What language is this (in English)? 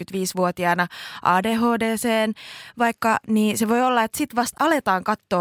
Finnish